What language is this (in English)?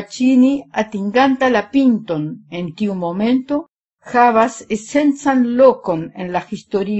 Esperanto